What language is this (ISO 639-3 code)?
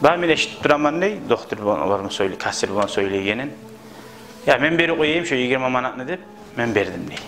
kum